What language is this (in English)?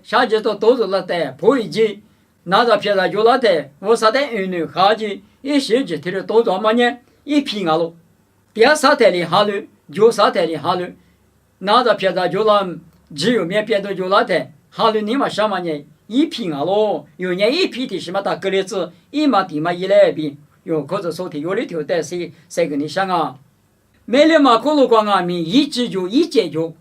Lisu